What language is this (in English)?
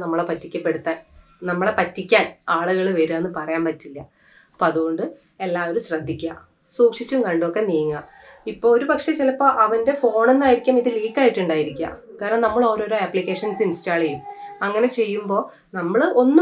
Malayalam